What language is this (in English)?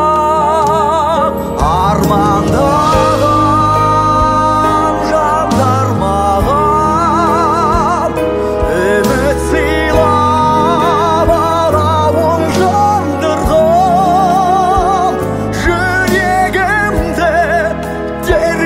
Kazakh